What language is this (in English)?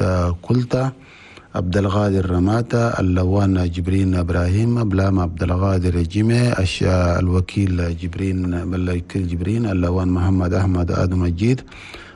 Chadian Arabic